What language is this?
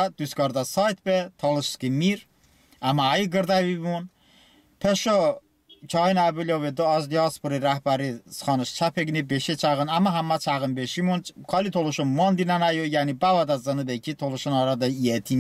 Talysh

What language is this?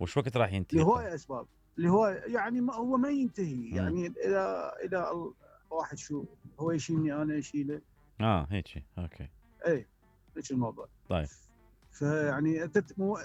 Mesopotamian Arabic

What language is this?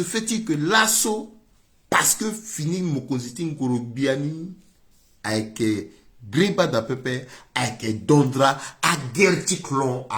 Sango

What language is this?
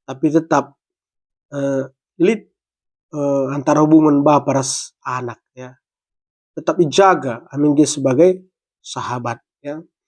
Batak Karo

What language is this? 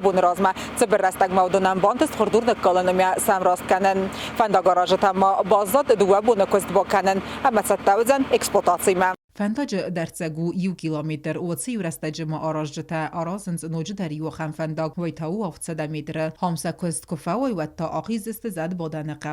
Ossetic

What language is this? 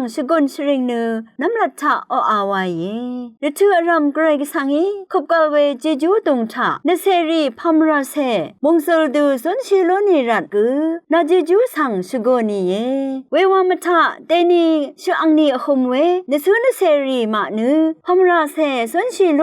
Rawang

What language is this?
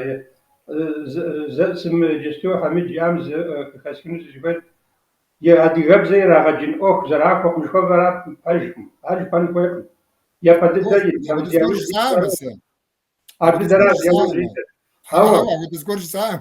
Kabardian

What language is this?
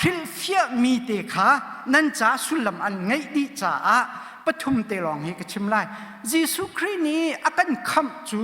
Hakha Chin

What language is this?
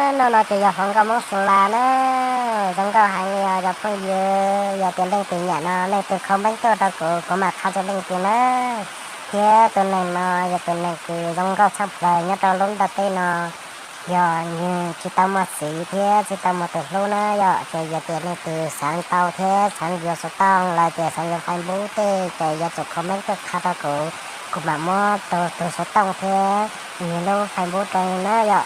Hmong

